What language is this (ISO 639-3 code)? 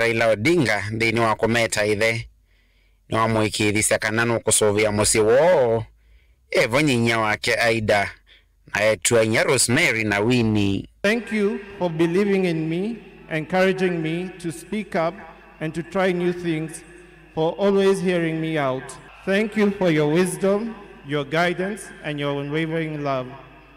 kam